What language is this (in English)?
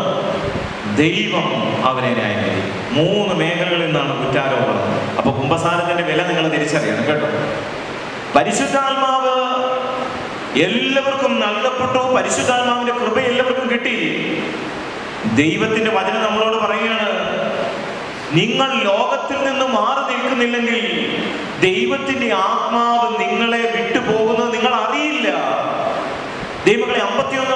Malayalam